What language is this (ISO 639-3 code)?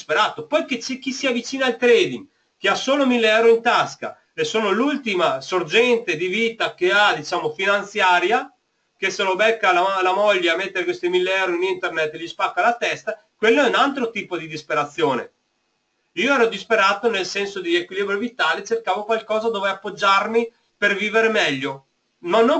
ita